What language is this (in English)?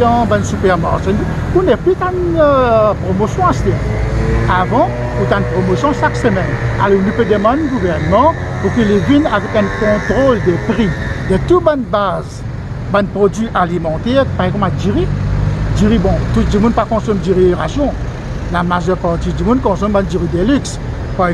Morisyen